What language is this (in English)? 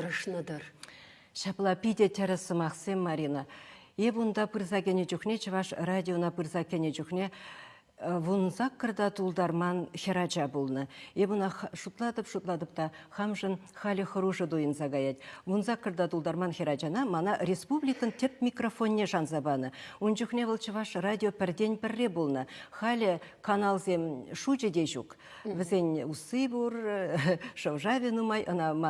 Chuvash